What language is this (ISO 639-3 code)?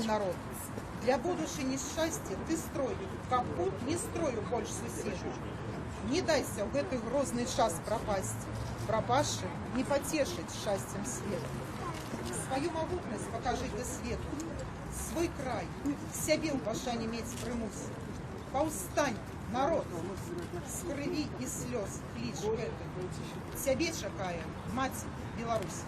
bel